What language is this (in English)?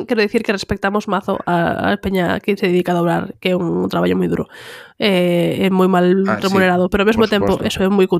Galician